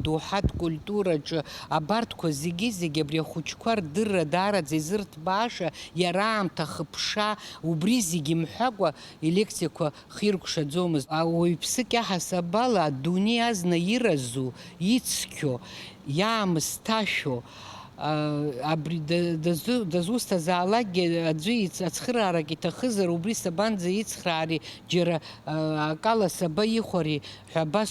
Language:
Abkhazian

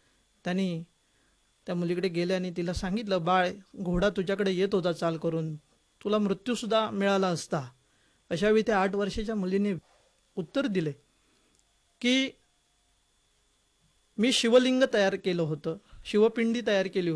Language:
Marathi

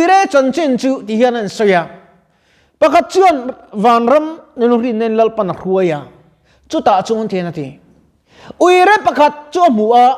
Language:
Mizo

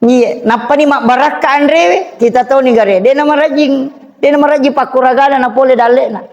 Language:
Buginese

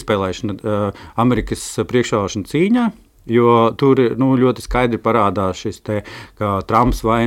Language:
Latvian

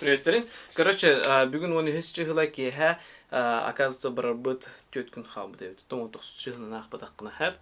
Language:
Yakut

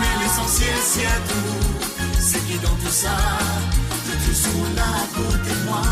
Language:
Morisyen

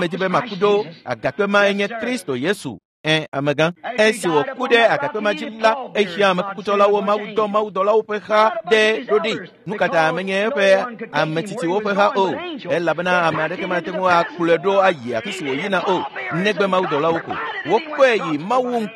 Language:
Ewe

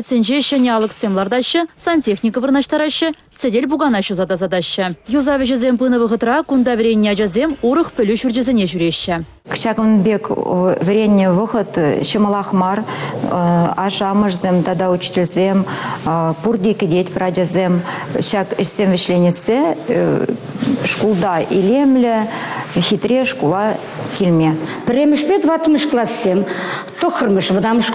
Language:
Chuvash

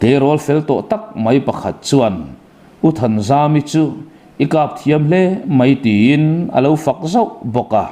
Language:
Mizo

